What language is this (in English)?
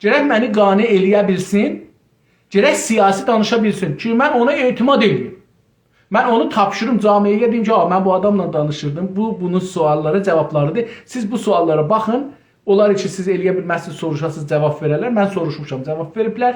South Azerbaijani